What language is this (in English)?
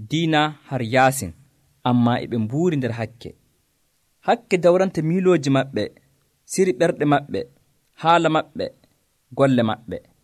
Nigerian Fulfulde